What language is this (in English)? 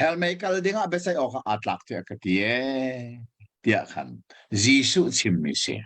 Hakha Chin